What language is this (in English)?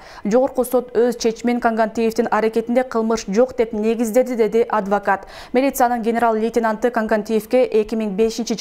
Kyrgyz